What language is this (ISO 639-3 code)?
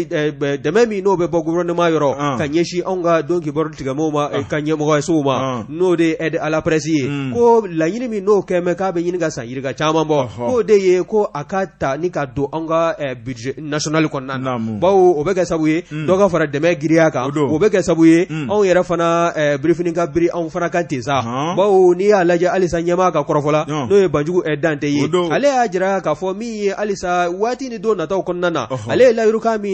bam